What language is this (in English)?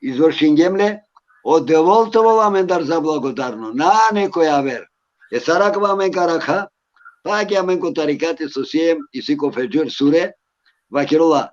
Balkan Romani